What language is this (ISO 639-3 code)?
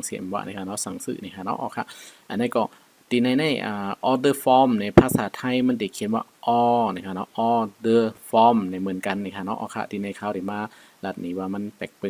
shn